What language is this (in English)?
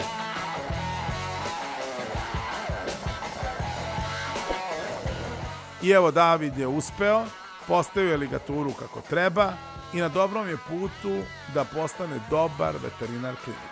Serbian